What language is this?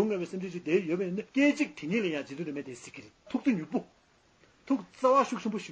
Tibetan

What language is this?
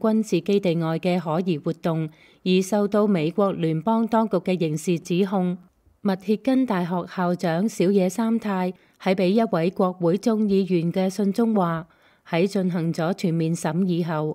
Cantonese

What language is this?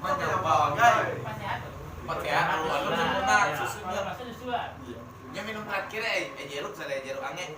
Minangkabau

